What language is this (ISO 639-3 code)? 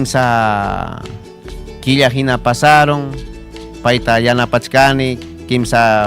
quy